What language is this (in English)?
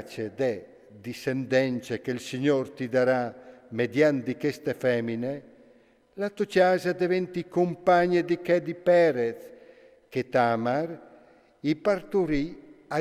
Friulian